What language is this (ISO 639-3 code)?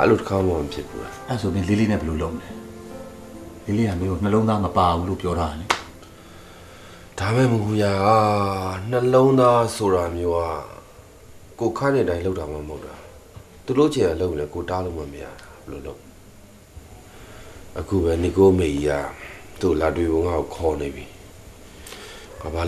mya